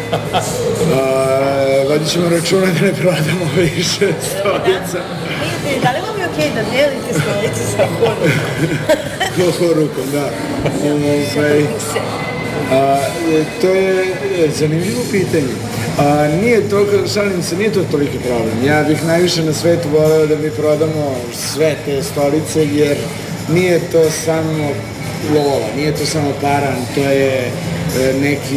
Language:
Serbian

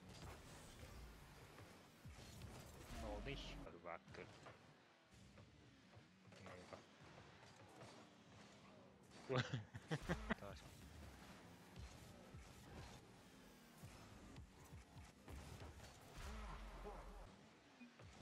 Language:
Finnish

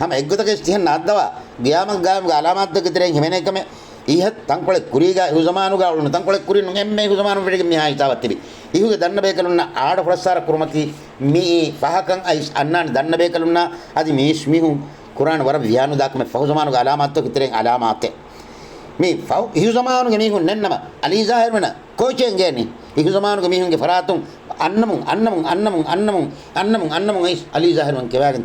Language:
Divehi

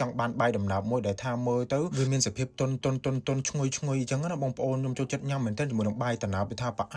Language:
Khmer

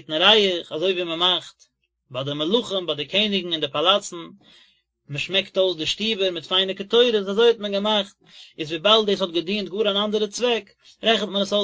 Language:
Yiddish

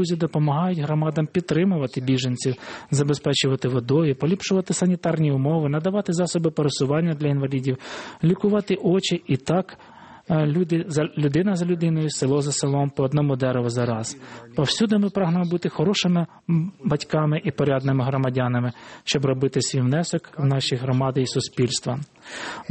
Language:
Ukrainian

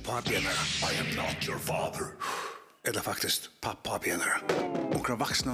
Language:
Faroese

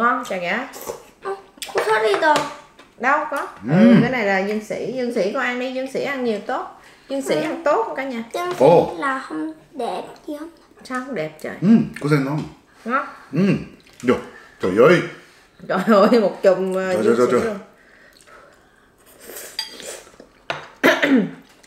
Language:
Vietnamese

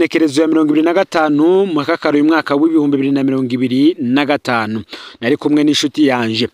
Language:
Rundi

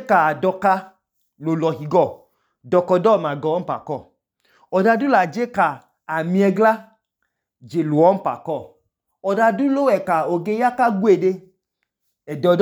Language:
Idoma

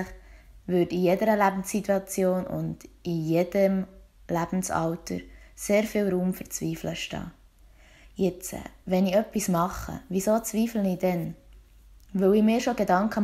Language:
Swiss German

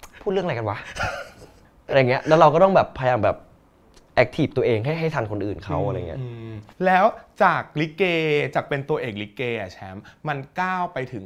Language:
Thai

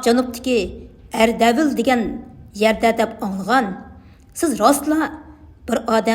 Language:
Uyghur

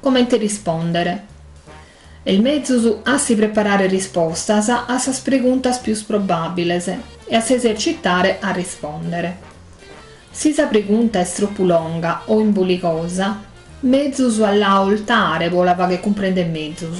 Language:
Sardinian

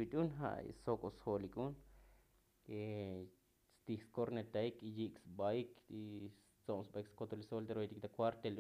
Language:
Tzotzil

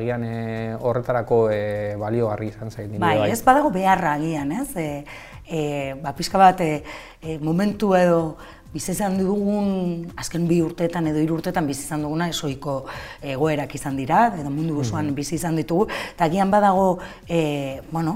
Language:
Basque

